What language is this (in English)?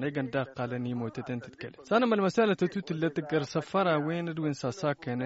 Tamasheq